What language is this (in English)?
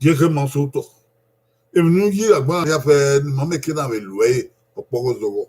Bini